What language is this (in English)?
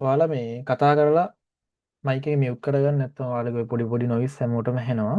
Sinhala